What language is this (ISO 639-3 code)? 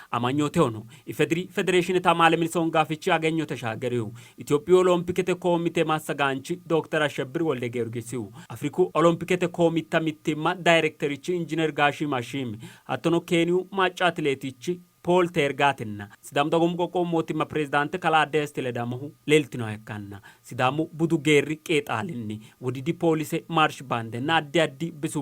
sid